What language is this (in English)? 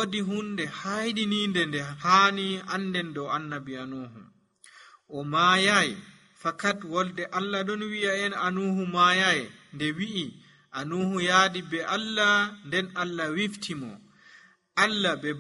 Nigerian Fulfulde